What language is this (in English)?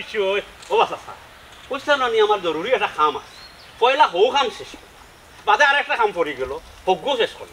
Sylheti